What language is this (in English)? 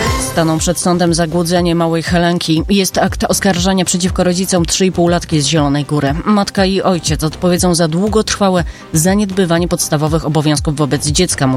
Polish